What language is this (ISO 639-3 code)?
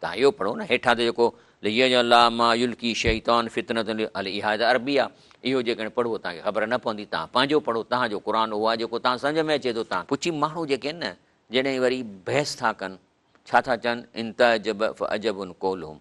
snd